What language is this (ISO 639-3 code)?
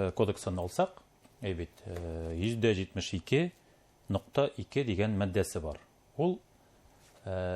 bak